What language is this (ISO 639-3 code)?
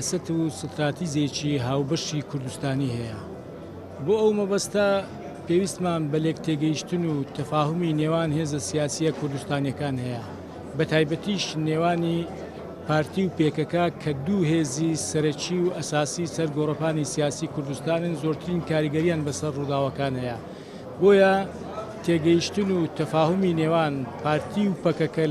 ckb